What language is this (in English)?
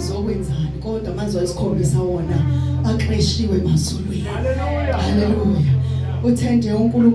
Zulu